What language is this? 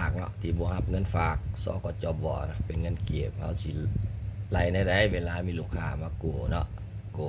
Lao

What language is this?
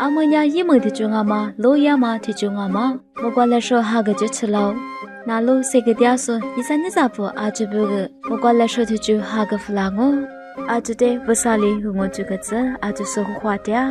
Lisu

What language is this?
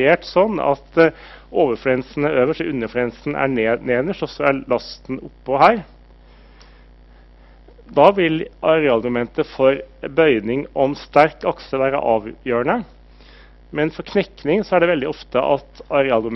Norwegian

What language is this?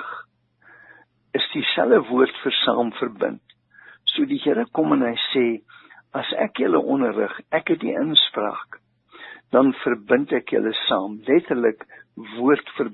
Afrikaans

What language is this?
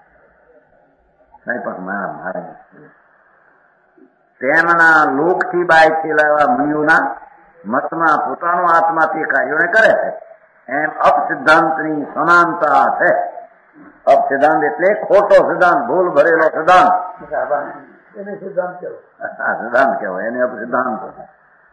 Gujarati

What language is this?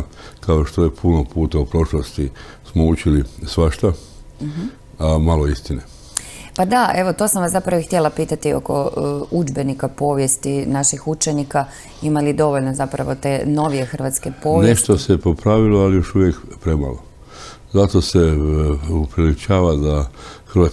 Croatian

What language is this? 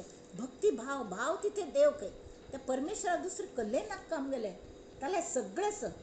Konkani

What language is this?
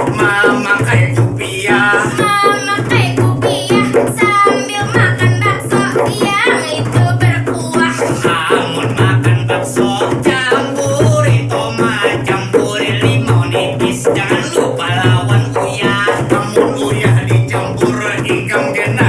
Banjar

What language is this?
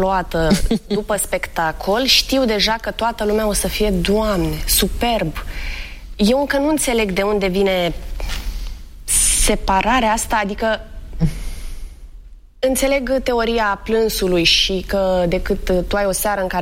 Romanian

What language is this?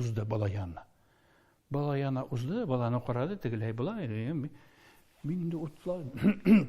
Tatar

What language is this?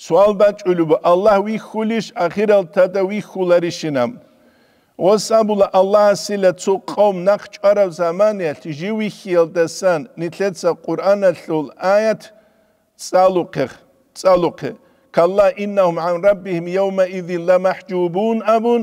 Avaric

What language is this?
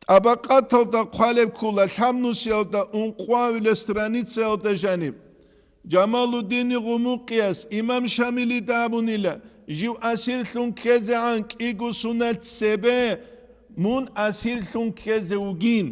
Avaric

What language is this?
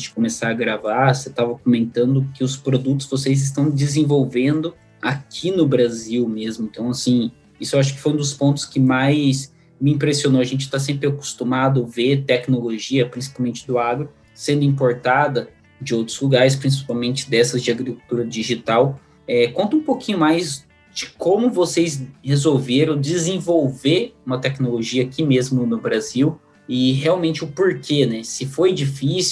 Portuguese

